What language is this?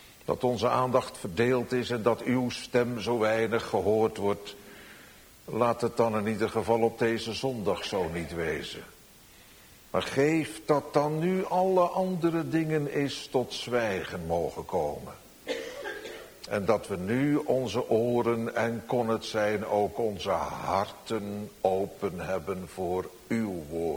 Dutch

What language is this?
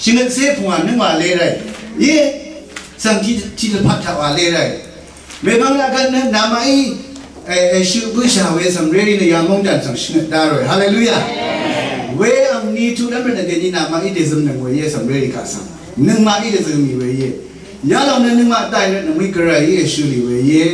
Rawang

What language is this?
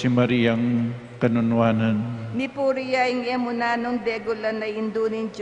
Pampanga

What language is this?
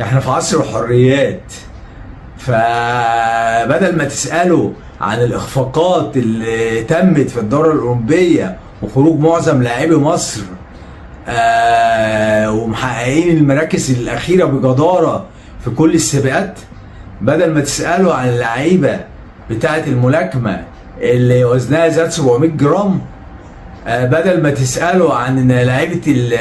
Egyptian Arabic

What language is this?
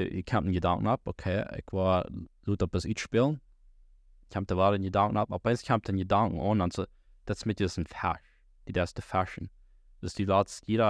Plautdietsch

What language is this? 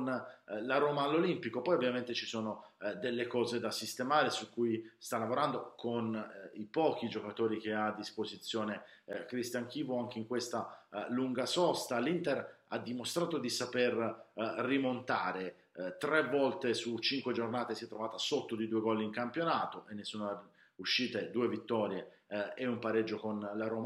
Italian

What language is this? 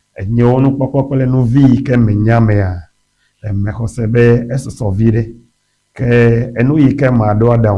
Ewe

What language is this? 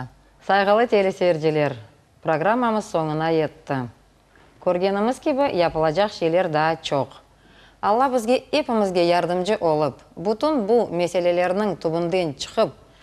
Crimean Tatar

